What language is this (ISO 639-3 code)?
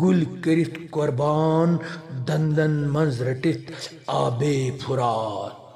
kas